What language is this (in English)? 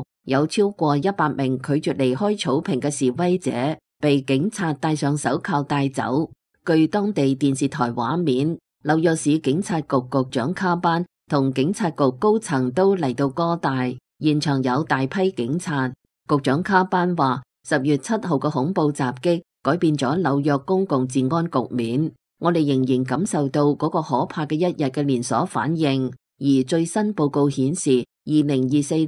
Cantonese